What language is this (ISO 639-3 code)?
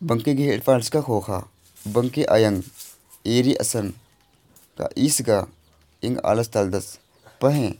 kru